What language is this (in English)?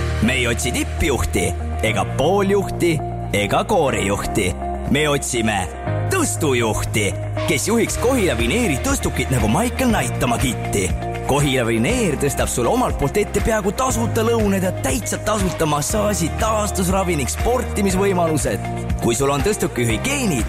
Estonian